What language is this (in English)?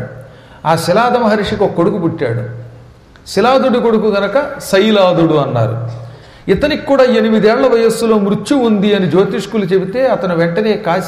Telugu